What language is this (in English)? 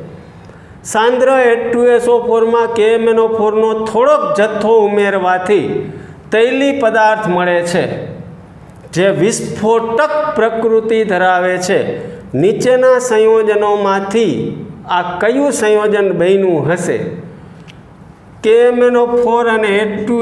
Gujarati